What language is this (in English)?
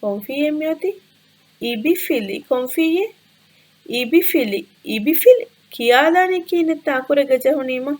Divehi